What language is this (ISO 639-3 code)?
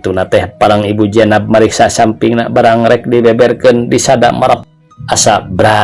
sun